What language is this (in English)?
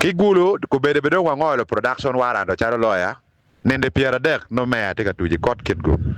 Acoli